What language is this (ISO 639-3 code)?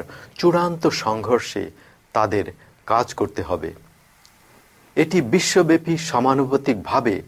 ben